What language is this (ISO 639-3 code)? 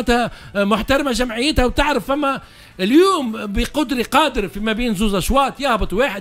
aeb